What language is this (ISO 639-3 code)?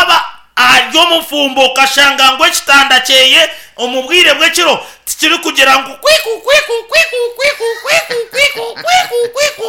nyn